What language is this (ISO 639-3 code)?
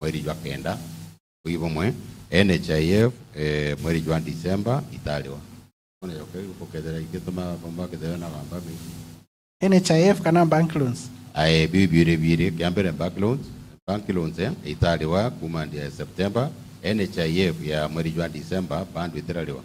mer